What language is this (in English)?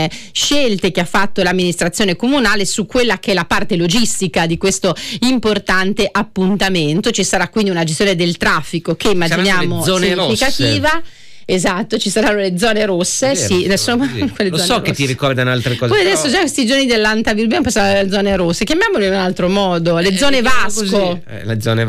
Italian